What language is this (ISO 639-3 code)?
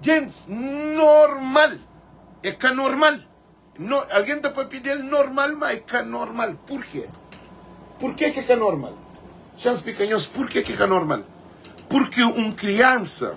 kea